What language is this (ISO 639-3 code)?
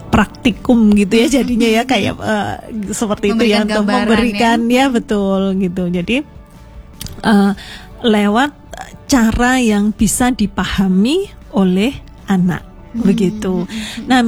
ind